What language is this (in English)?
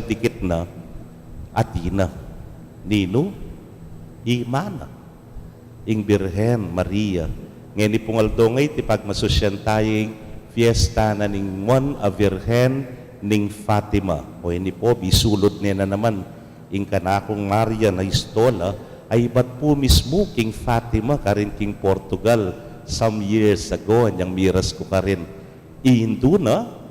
Pampanga